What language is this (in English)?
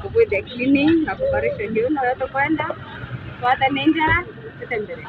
Meru